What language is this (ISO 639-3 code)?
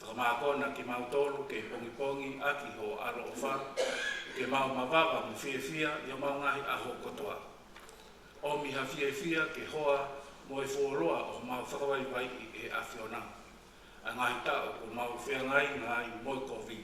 ton